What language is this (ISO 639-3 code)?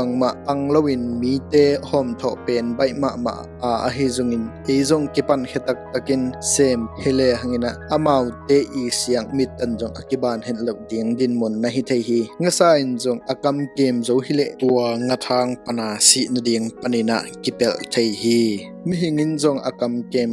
ctd